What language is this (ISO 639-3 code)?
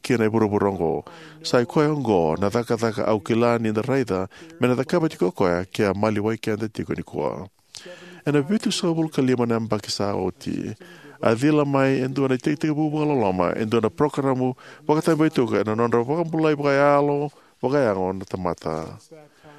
fij